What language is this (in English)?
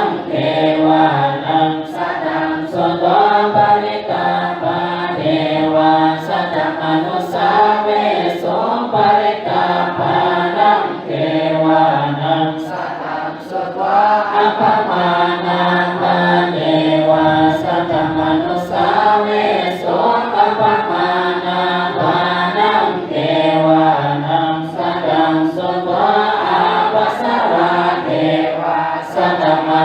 Pali